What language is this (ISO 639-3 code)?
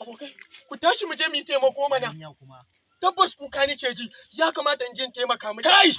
hau